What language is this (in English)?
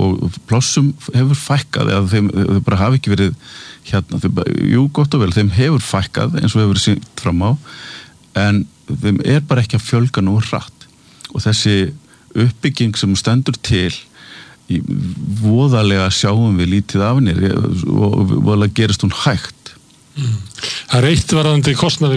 Icelandic